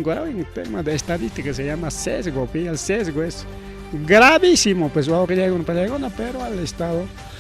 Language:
Ayacucho Quechua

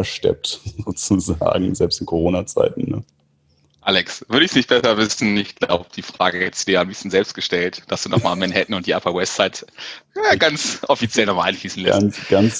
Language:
German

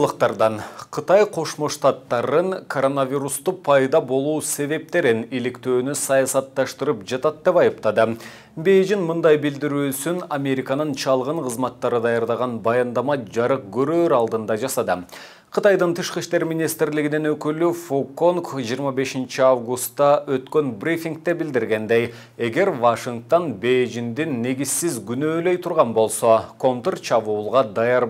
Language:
Kyrgyz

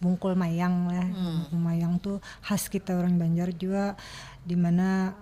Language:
Banjar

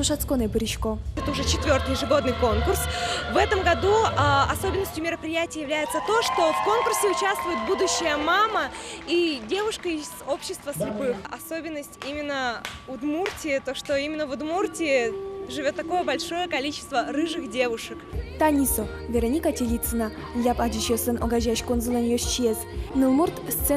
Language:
Udmurt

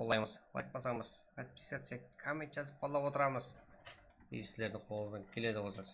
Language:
Kara-Kalpak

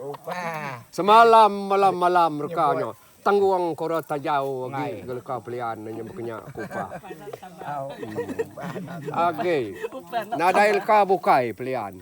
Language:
Iban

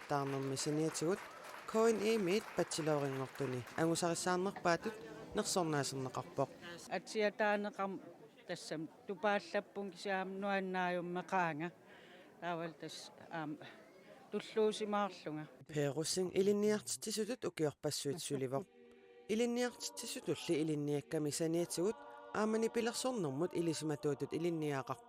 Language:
Kalaallisut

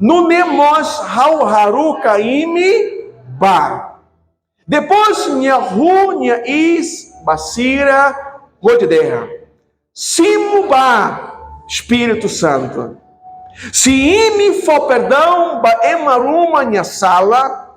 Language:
Tetum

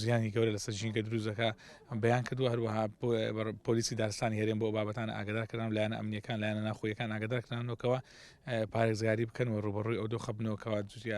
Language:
Central Kurdish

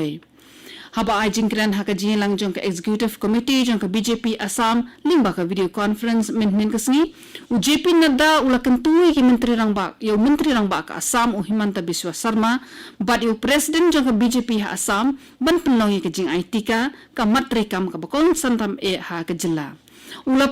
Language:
Khasi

